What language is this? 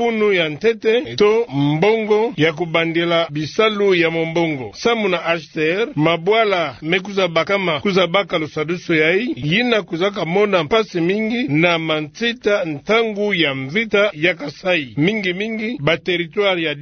Kituba (Democratic Republic of Congo)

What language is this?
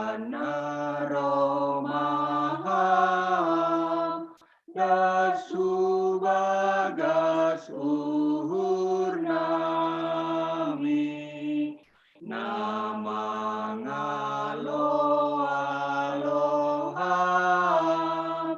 Batak Simalungun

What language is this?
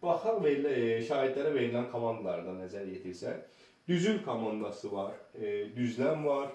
Azerbaijani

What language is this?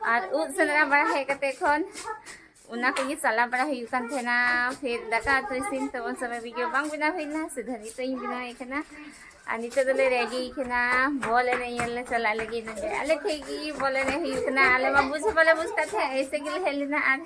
Santali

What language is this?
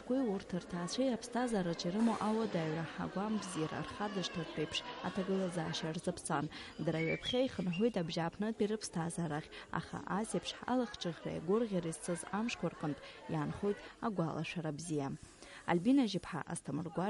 Abkhazian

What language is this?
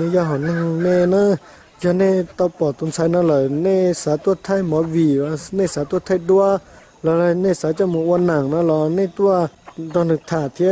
Hmong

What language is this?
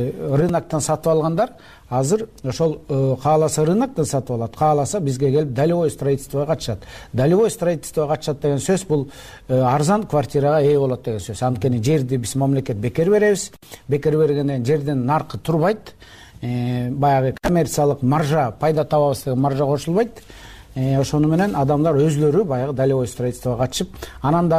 Kyrgyz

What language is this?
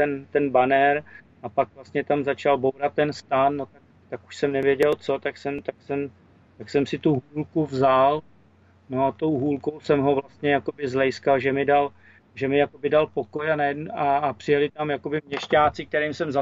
Czech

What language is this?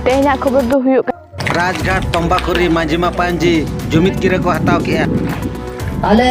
Santali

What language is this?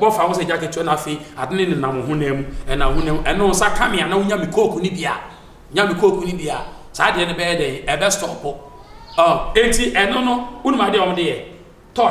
Akan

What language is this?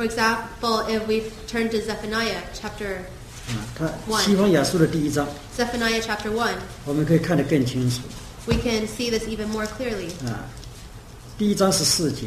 Chinese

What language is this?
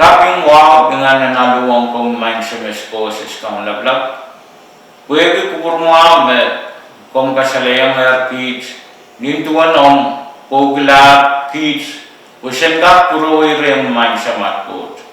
Pohnpeian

